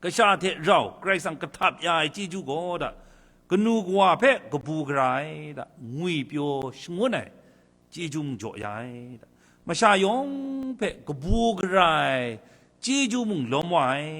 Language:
Kachin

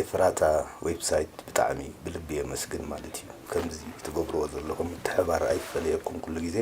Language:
Tigrinya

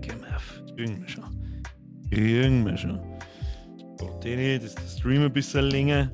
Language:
Bavarian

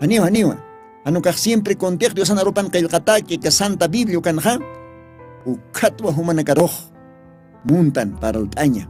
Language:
Aymara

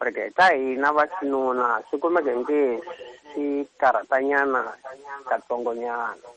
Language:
Tsonga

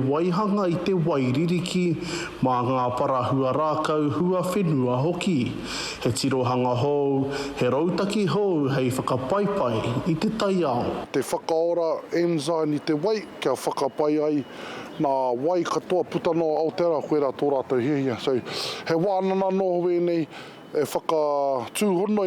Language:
Māori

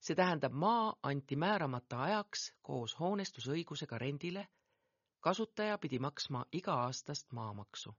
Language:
Estonian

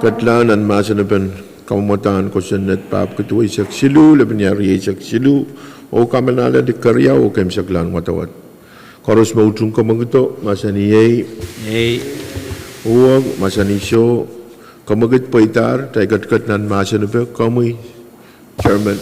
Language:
Pohnpeian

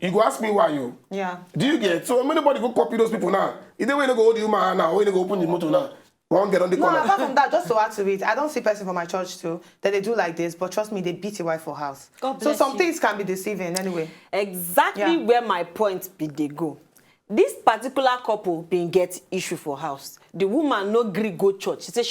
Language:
Nigerian Pidgin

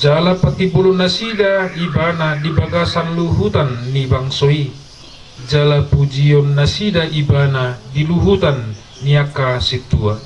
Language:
Batak Toba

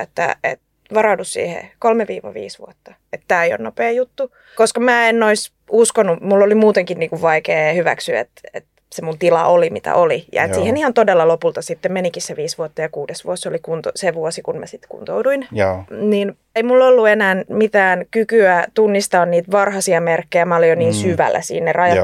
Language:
Finnish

